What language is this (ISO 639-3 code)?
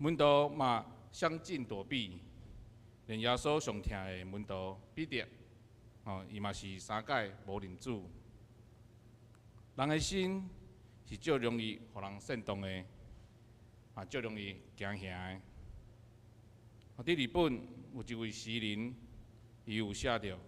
nan